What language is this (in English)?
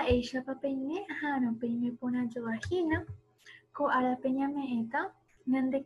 Guarani